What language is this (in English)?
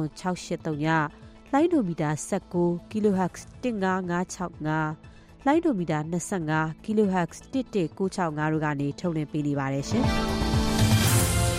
Burmese